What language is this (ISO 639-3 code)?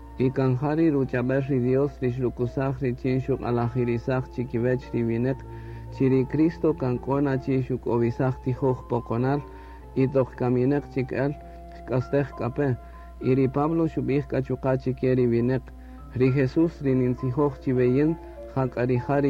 cak